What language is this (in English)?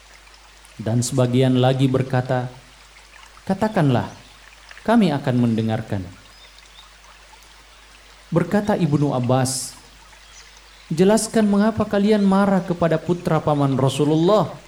Indonesian